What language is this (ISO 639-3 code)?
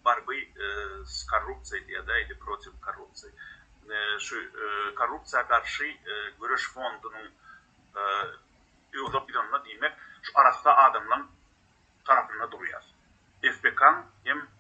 tuk